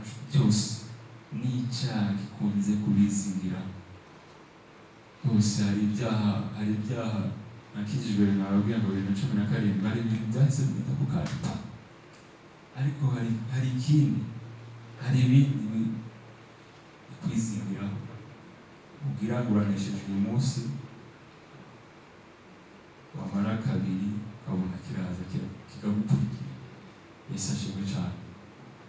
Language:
Kinyarwanda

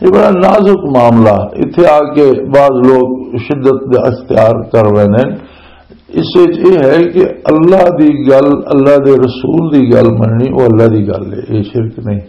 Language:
Western Panjabi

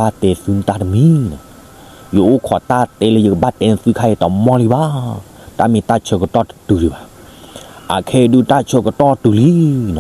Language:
S'gaw Karen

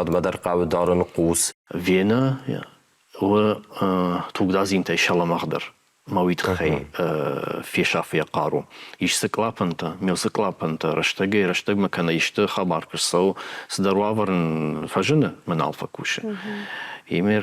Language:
Ossetic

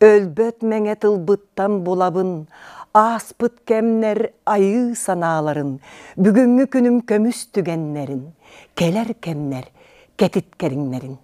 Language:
Yakut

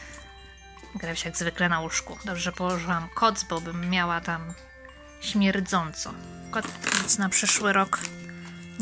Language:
Polish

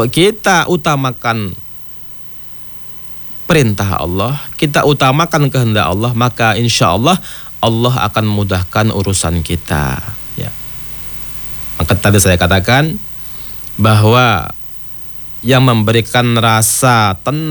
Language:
Indonesian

